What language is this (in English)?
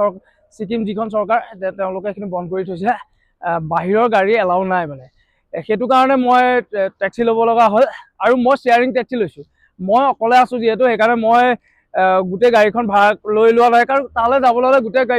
Assamese